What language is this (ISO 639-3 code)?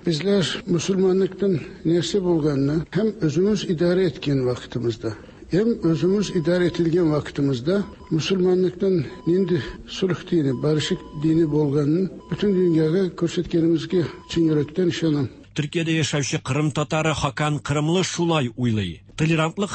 tat